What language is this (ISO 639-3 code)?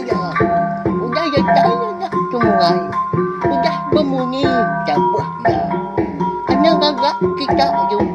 iba